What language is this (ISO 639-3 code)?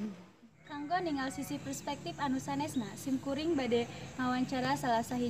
sun